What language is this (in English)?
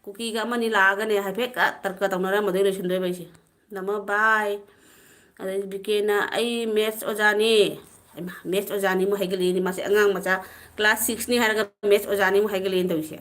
Manipuri